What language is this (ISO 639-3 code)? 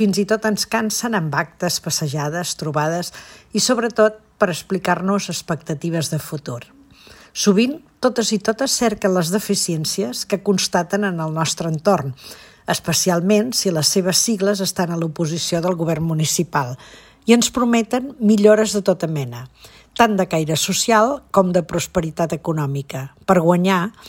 cat